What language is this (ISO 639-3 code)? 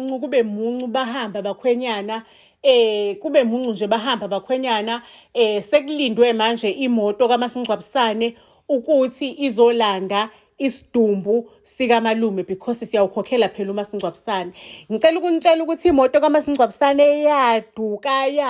zul